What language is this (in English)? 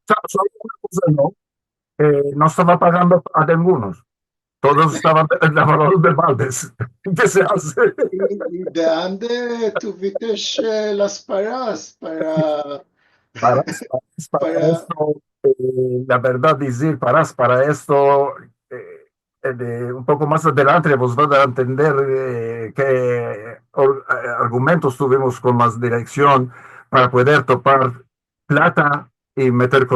Ladino